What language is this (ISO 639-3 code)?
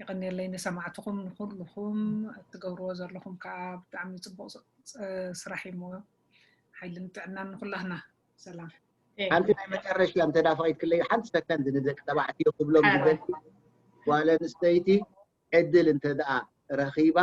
tir